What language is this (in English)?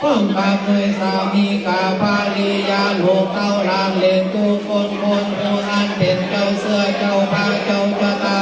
Pali